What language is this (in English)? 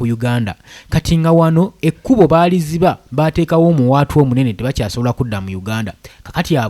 Ganda